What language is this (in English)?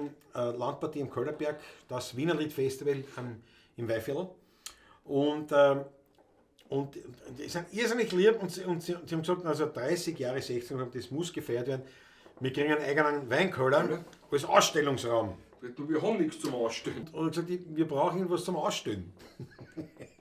Bavarian